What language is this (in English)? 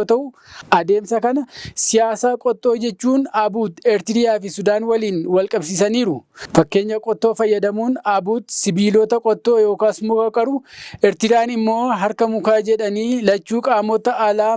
Oromo